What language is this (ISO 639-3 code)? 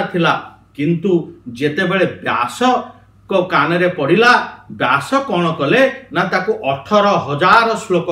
ori